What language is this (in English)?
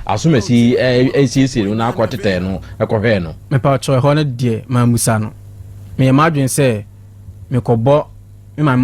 Akan